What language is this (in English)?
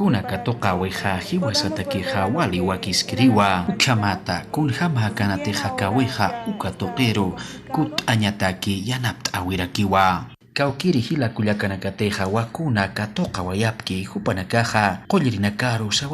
Aymara